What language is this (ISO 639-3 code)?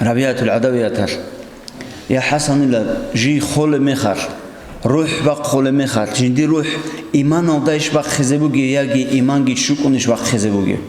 ava